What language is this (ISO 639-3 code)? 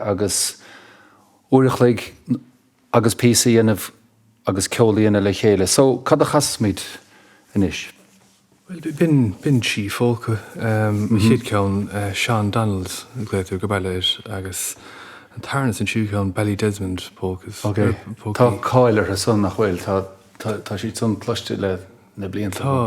gle